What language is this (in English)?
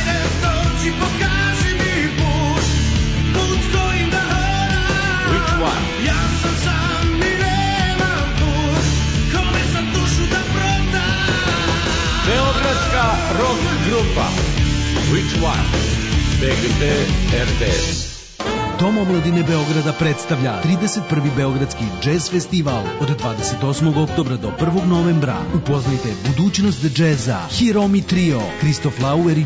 Serbian